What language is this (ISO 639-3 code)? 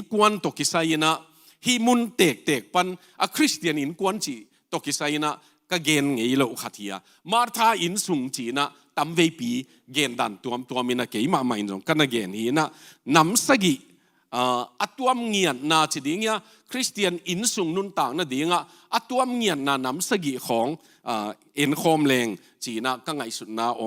ctd